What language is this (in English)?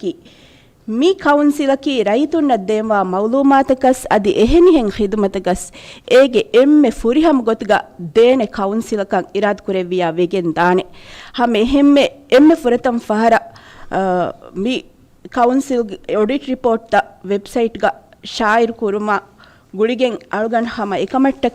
Divehi